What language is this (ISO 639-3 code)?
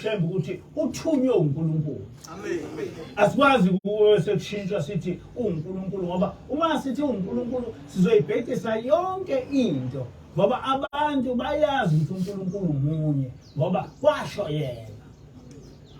zul